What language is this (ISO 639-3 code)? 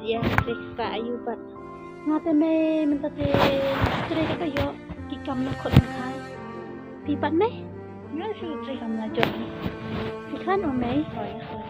kha